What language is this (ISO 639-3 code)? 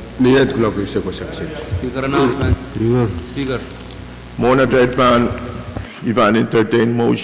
pon